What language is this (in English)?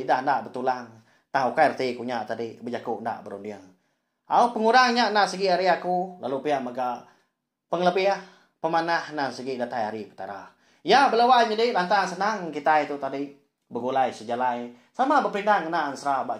Iban